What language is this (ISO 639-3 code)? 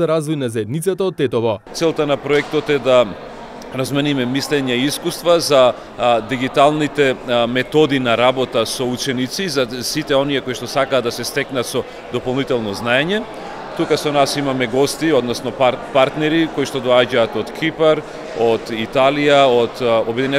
mkd